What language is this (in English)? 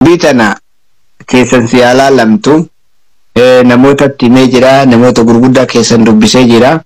Oromo